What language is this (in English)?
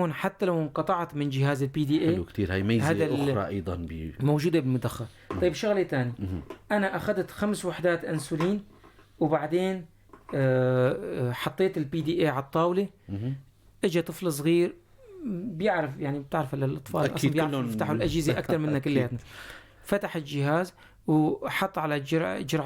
North Levantine Arabic